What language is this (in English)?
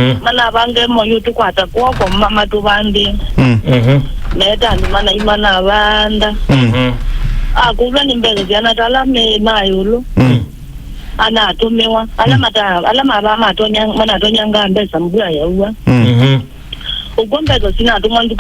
Kamba